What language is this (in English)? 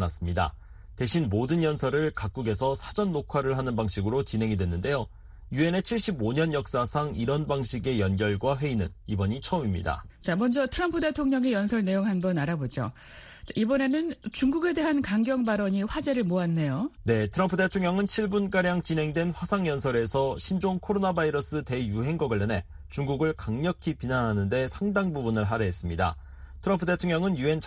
Korean